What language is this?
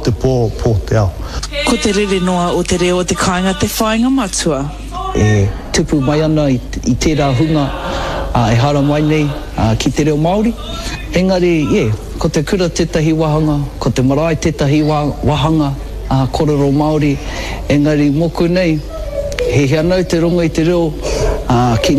Māori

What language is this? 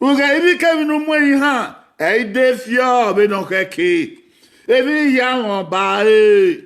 Bini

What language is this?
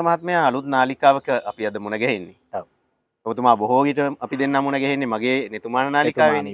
Sinhala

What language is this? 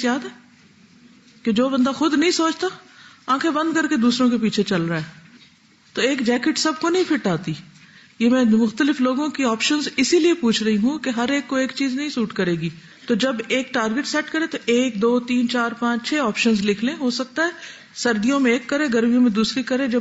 Urdu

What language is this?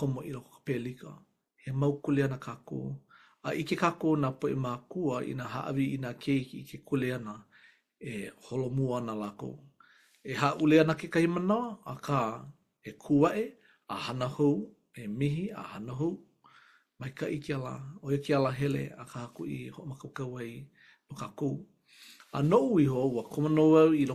Hawaiian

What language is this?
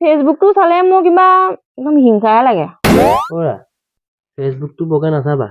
Assamese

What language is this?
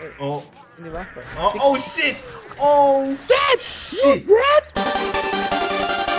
Swiss German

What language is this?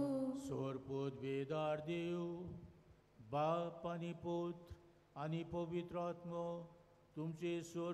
Konkani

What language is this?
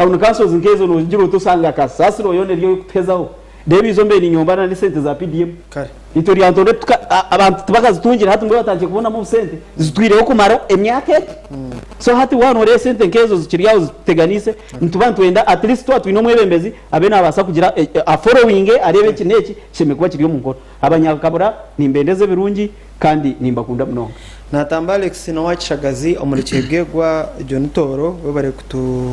Nyankole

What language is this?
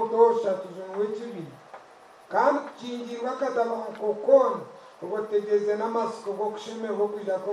Nyankole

